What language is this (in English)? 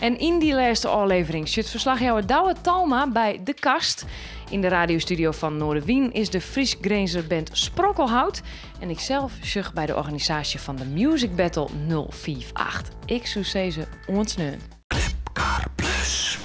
Western Frisian